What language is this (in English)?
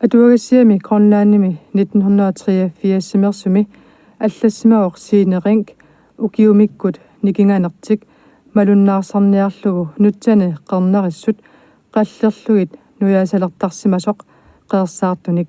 Kalaallisut